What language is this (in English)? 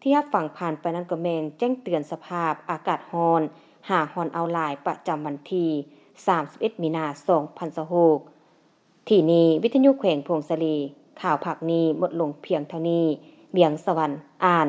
Lao